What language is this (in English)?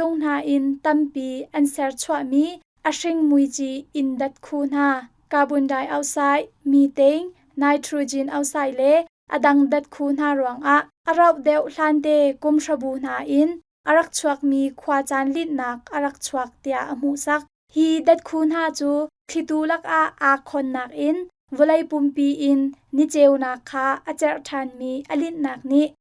Hakha Chin